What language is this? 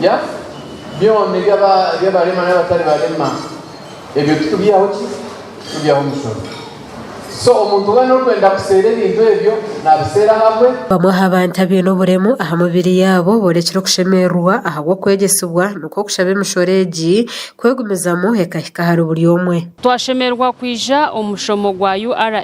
Nyankole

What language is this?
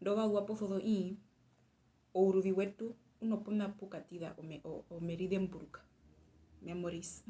Herero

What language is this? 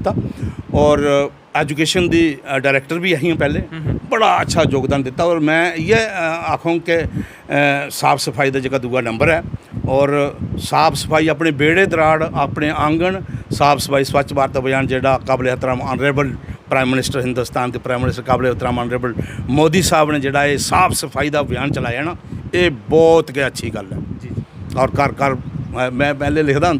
Dogri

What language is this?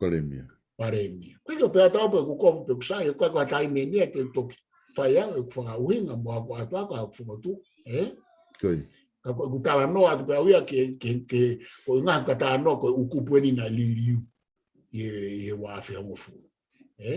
Tongan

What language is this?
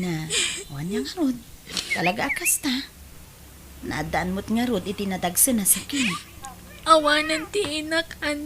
Iloko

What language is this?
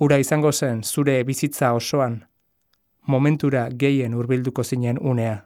Basque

